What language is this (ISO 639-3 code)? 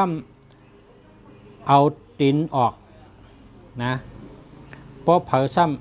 shn